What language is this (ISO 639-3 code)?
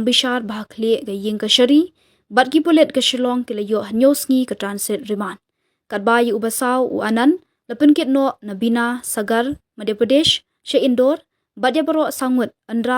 kha